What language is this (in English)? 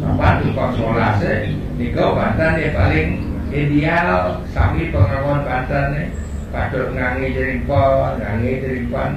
Balinese